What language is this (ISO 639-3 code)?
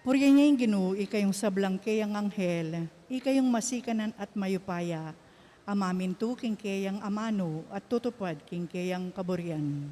pam